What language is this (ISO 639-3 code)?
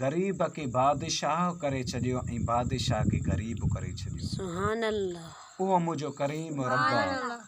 snd